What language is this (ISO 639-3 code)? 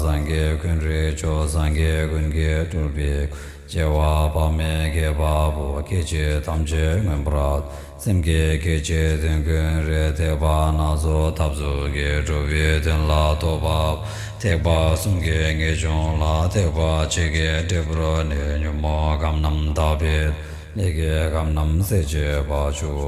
bod